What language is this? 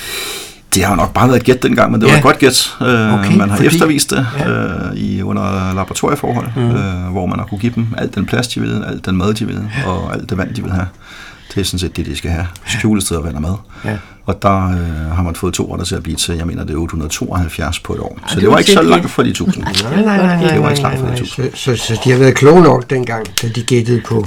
Danish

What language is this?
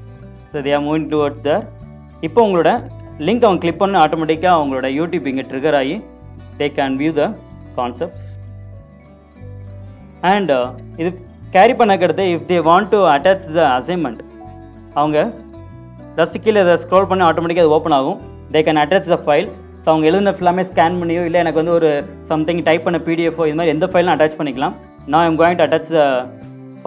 Tamil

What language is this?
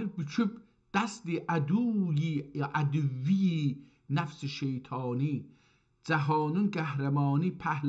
South Azerbaijani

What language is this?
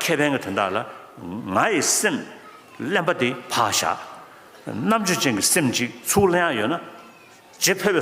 Tibetan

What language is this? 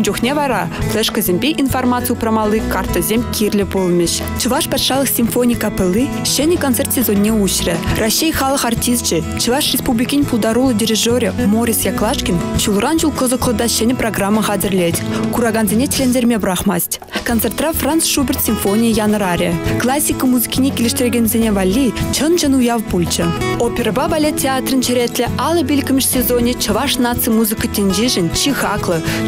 Chuvash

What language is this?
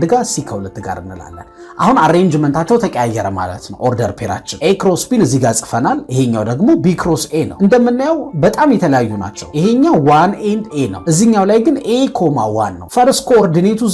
Amharic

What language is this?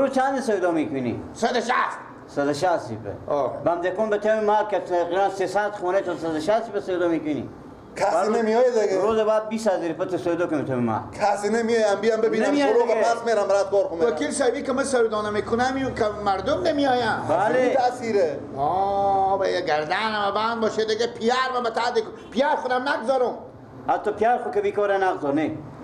Persian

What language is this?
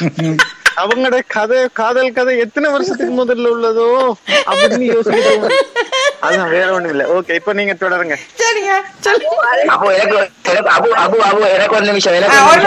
Tamil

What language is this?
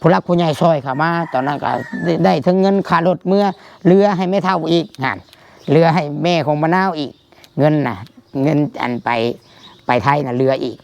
Northeastern Thai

